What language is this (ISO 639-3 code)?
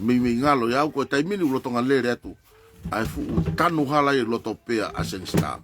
ton